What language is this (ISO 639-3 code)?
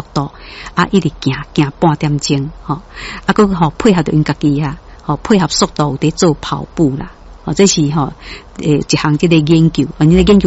nan